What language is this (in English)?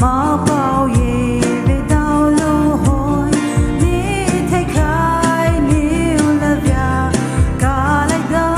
Poumei Naga